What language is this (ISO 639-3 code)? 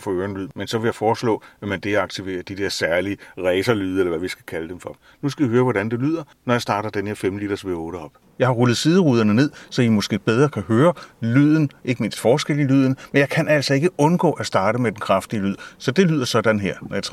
dan